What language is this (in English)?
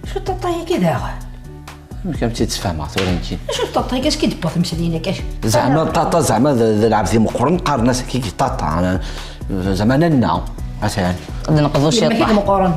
Kabyle